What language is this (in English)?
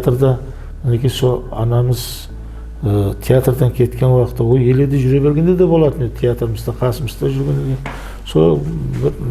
Kara-Kalpak